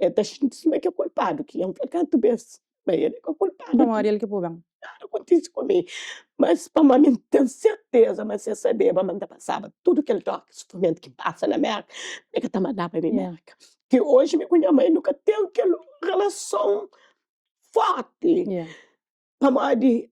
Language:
Kabuverdianu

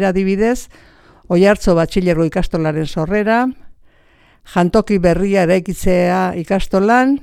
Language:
Basque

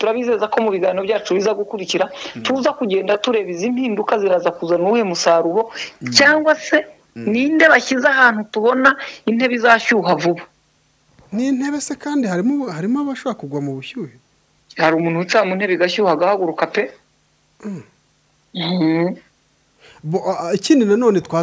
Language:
Kinyarwanda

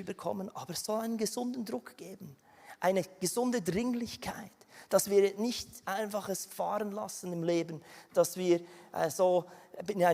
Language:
Swiss German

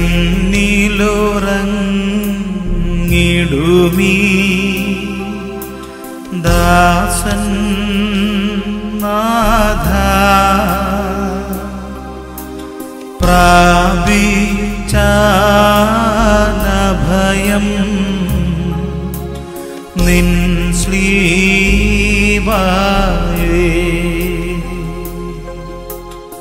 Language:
Malayalam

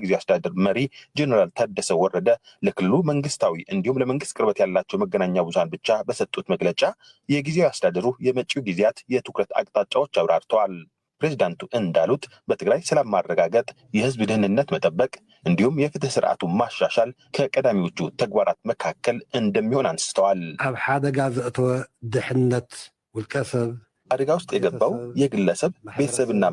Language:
Amharic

